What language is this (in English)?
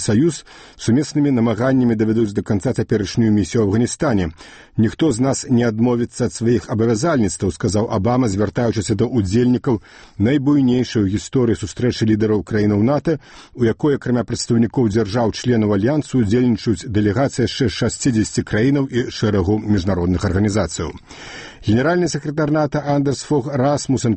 Belarusian